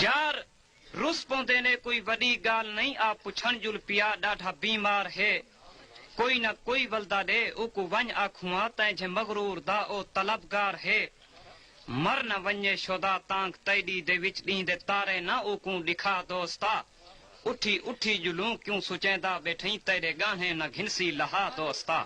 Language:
Saraiki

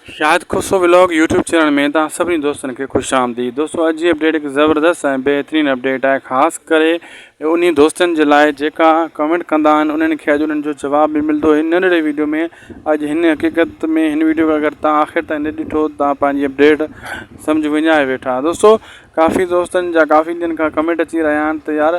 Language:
Sindhi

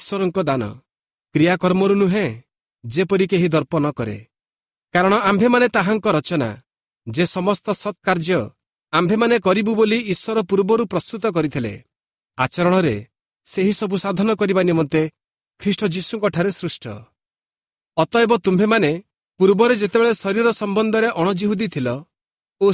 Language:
Odia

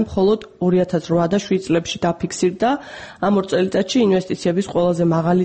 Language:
Georgian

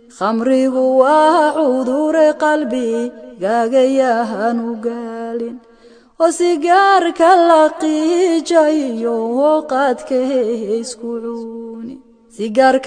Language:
Somali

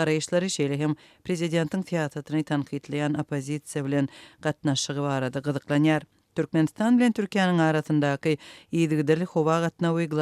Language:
Turkmen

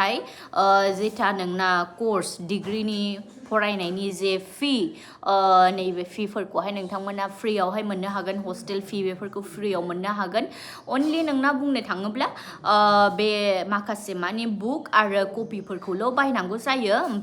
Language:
Bodo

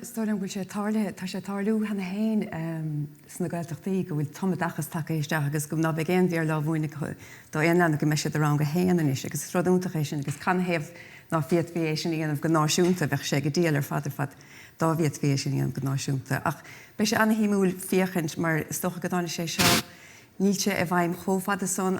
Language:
Irish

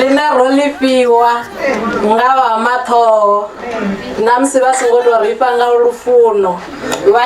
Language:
Venda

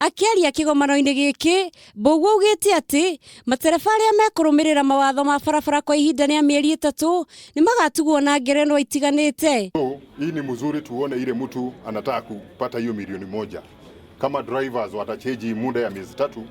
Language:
Kikuyu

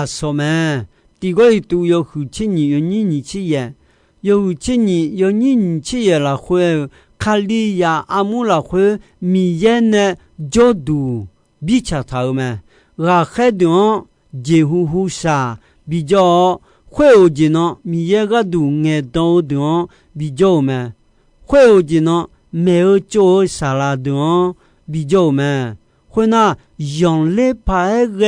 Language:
Akha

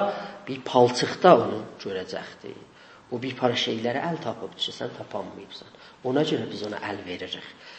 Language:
South Azerbaijani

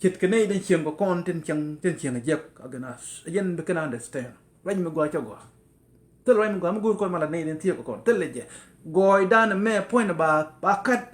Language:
Nuer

